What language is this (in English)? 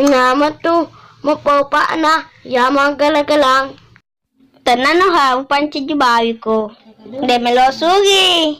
Buginese